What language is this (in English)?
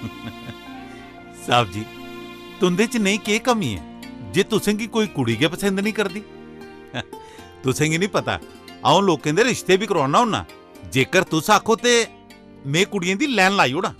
Dogri